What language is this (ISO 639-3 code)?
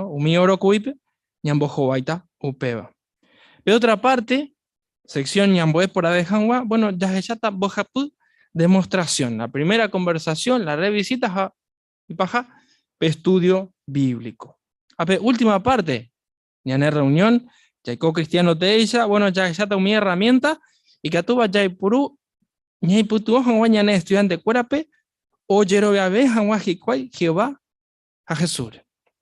grn